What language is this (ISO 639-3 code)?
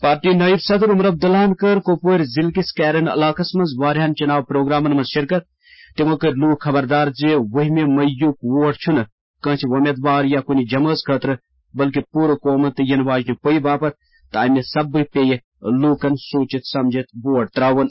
kas